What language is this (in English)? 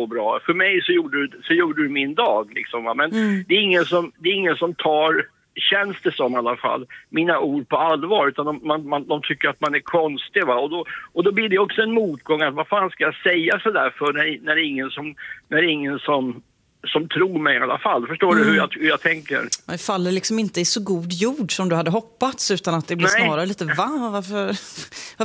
Swedish